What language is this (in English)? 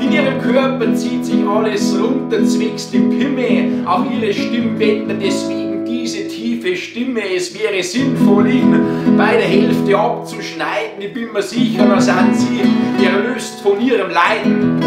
Bavarian